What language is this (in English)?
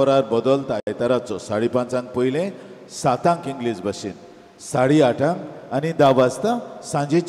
Konkani